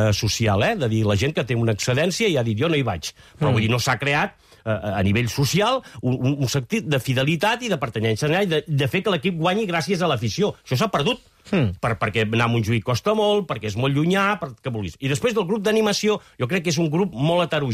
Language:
Catalan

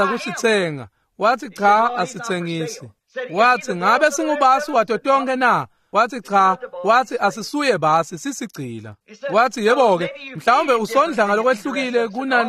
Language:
Swati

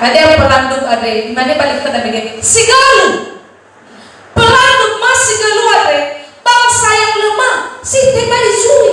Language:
Nias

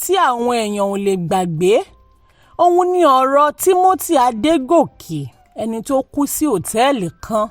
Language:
Yoruba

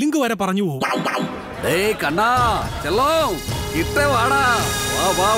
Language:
Malayalam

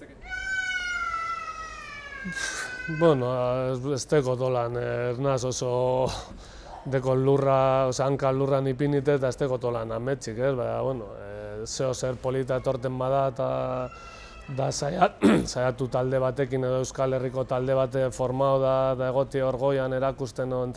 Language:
Basque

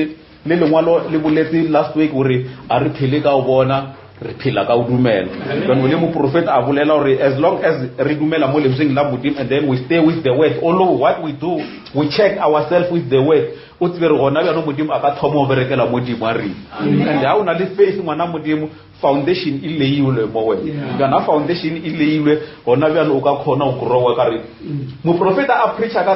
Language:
Northern Sotho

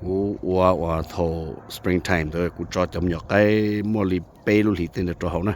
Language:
Hmong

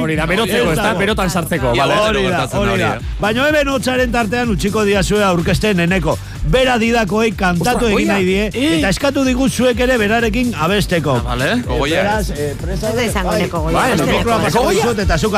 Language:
Basque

